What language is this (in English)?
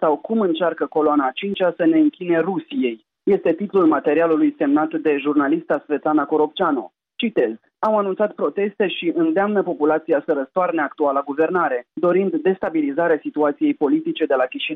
Romanian